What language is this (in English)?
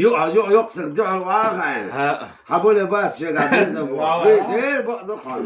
Chechen